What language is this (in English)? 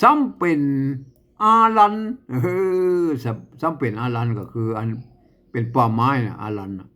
Northern Thai